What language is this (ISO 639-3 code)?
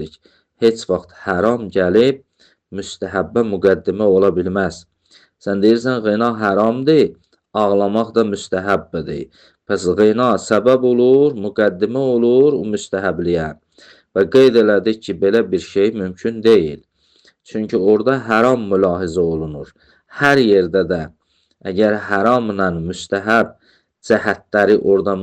aze